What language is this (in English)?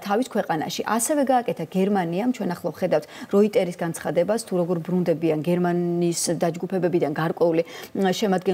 Georgian